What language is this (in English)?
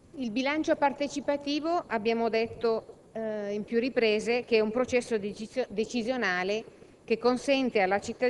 Italian